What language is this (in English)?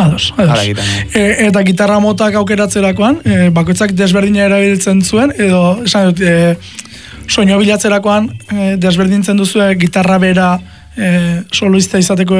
Basque